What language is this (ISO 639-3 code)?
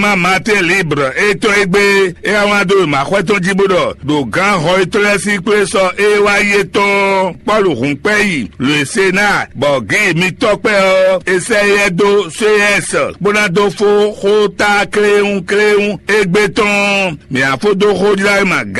fon